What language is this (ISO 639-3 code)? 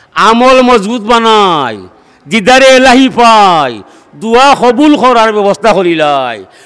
syl